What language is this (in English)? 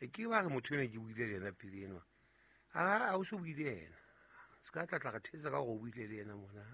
Southern Sotho